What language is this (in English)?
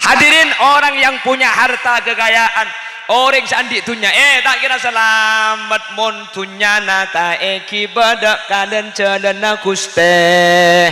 Madurese